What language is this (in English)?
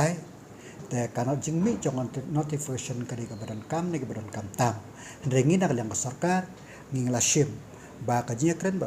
Khasi